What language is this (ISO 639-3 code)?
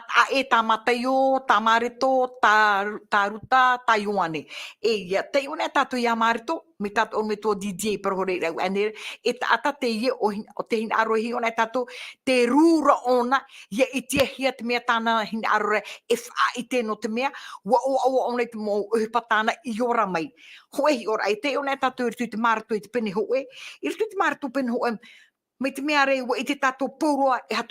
tah